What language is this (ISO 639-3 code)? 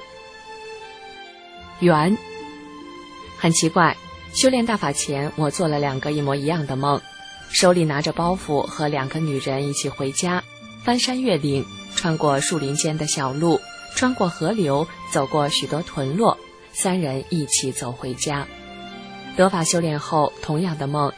zho